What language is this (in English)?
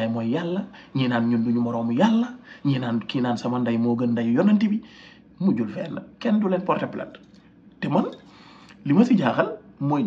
Wolof